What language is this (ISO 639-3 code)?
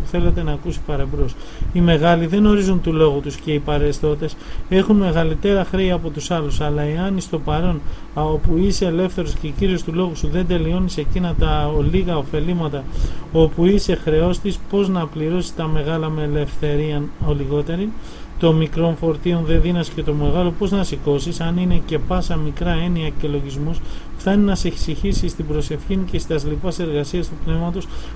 ell